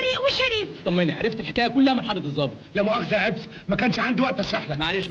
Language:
Egyptian Arabic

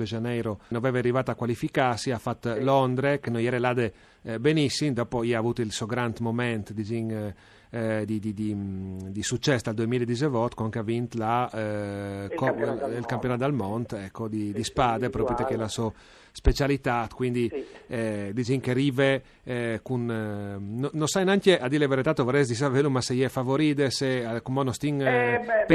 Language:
Friulian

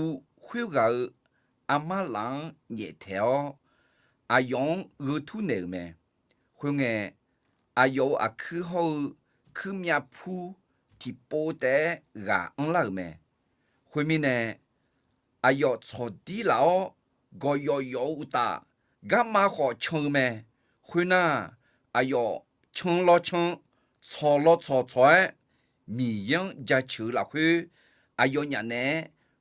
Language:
Akha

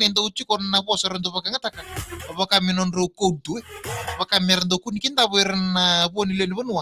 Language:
Fijian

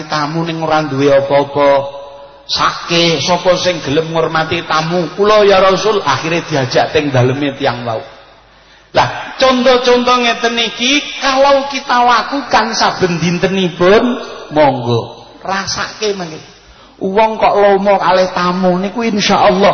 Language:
Javanese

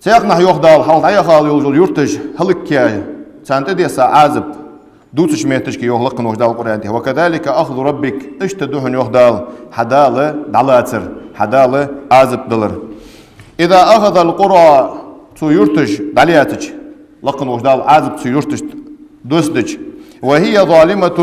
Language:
Ingush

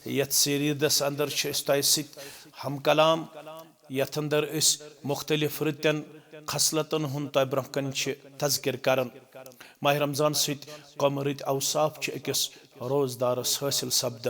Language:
Kashmiri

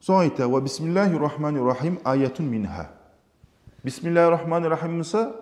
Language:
Kumyk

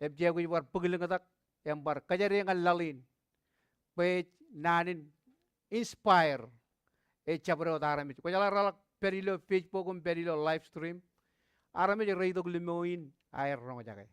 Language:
Marshallese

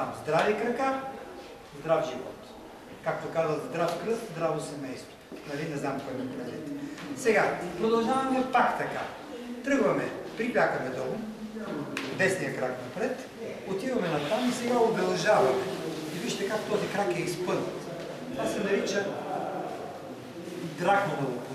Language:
Bulgarian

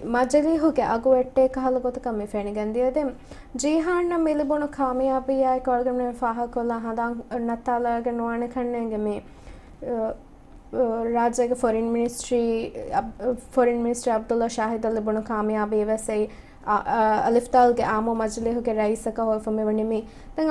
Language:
Divehi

